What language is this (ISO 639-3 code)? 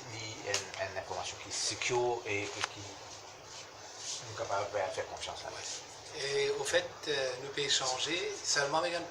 mfe